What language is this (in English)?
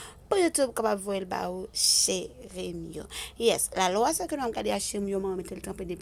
Haitian Creole